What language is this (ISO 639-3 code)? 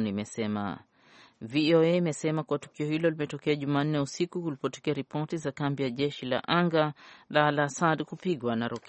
swa